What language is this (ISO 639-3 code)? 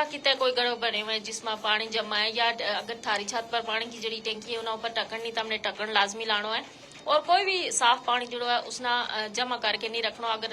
gju